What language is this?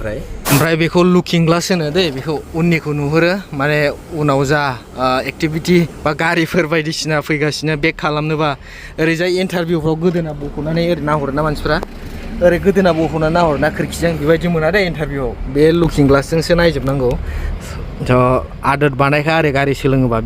Bodo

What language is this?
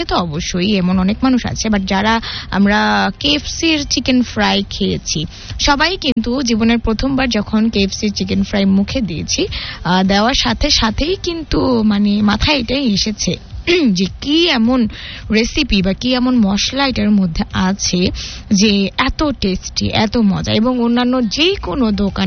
Bangla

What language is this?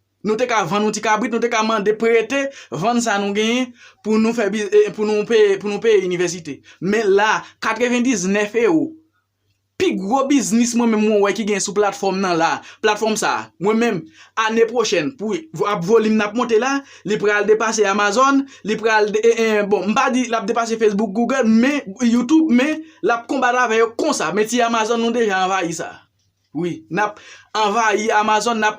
Haitian Creole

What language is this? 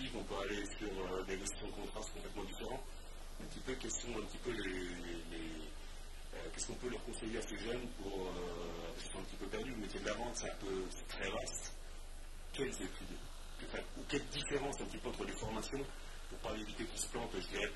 French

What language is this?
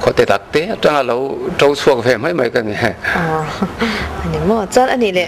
Mizo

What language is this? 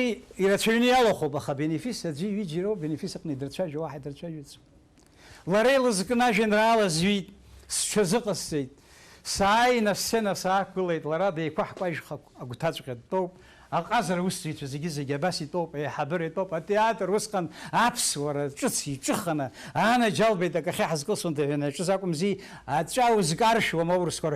Abkhazian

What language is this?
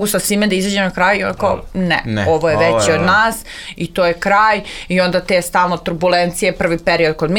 Serbian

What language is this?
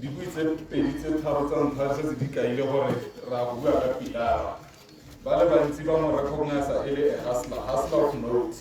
Tswana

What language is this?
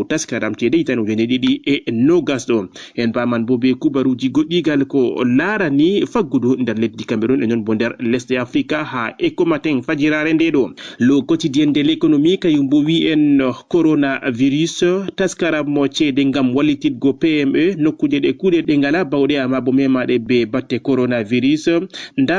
Fula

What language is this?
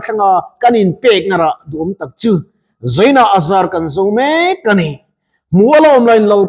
Mizo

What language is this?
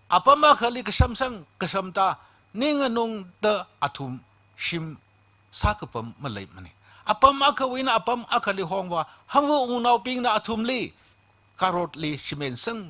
Tangkhul Naga (India)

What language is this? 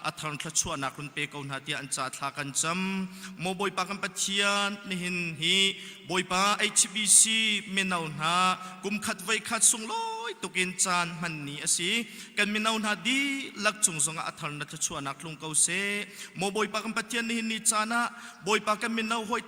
Hakha Chin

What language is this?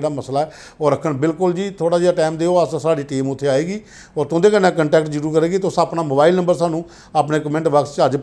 Dogri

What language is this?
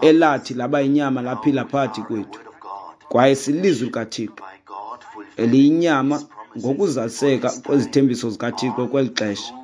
Xhosa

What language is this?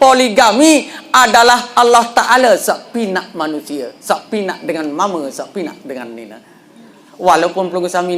Sasak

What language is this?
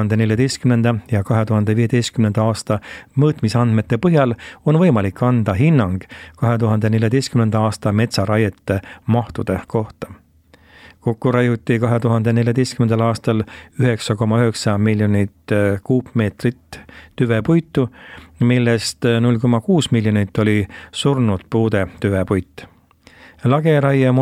Estonian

